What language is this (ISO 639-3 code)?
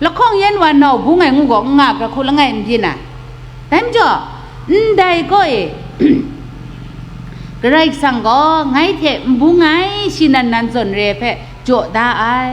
kac